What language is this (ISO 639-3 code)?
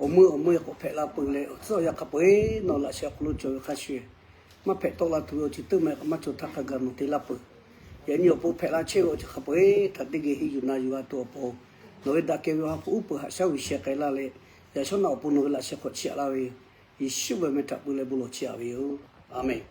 lhu